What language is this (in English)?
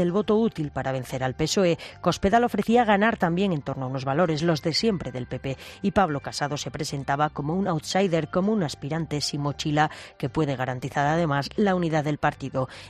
Spanish